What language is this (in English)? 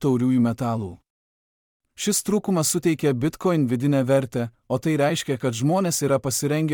Lithuanian